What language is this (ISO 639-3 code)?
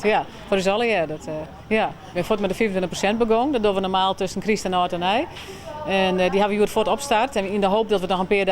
fry